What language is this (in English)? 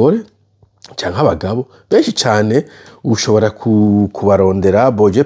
Rundi